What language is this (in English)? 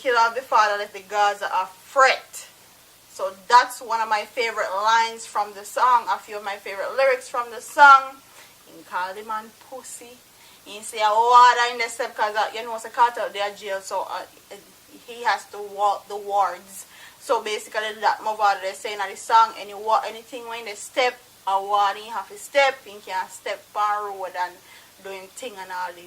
Jamaican Creole English